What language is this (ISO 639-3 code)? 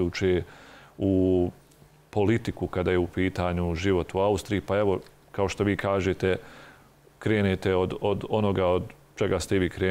bos